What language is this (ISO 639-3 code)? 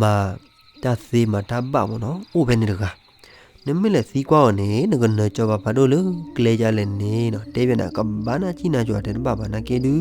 ksw